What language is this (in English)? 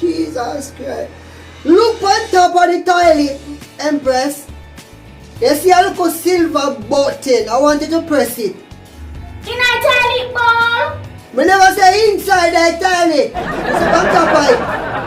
Jamaican Creole English